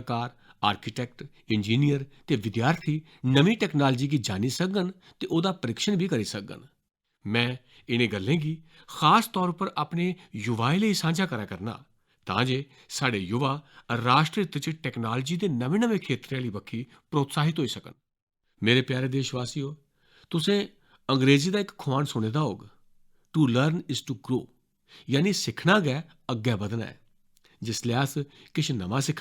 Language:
Dogri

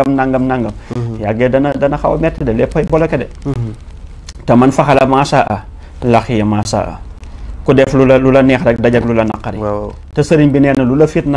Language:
Wolof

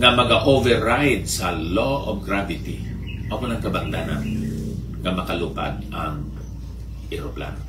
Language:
Hiligaynon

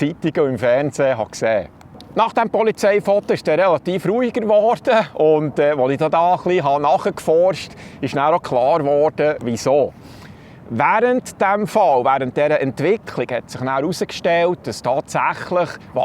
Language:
Swiss German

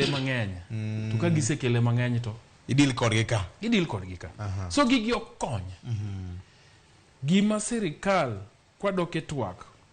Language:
Luo (Kenya and Tanzania)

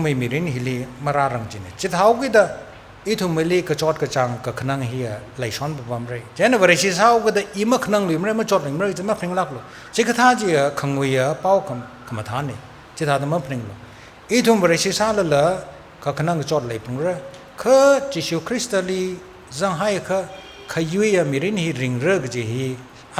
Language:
Tangkhul Naga (India)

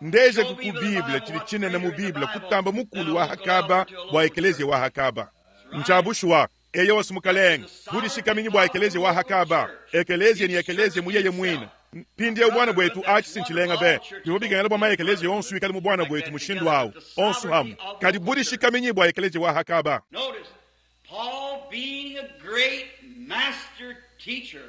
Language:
Luba-Lulua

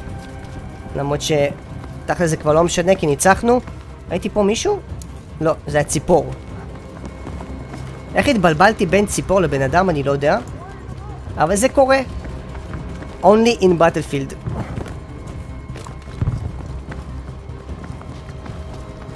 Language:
Hebrew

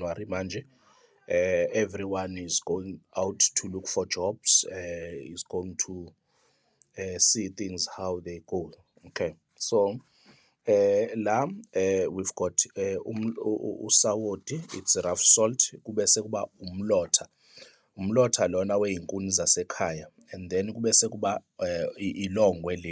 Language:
Zulu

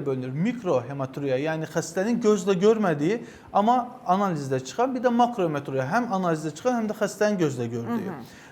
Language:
Azerbaijani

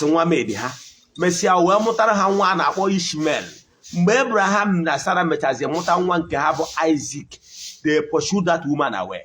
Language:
Igbo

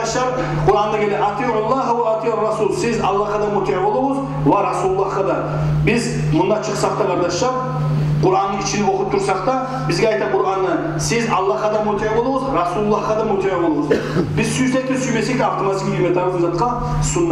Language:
Kumyk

